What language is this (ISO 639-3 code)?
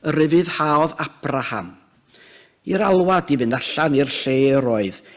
cym